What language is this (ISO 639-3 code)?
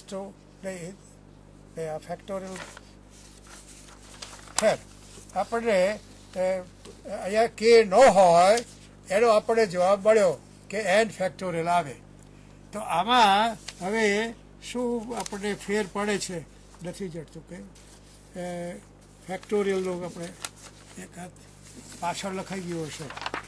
guj